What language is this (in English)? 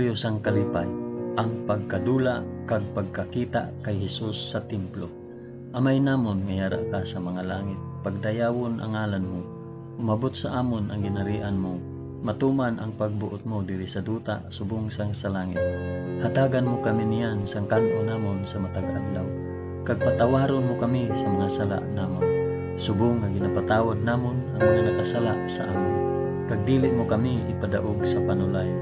Hiligaynon